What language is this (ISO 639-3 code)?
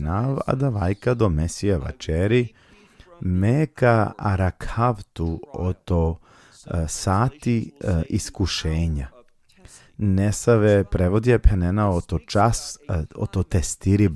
rmn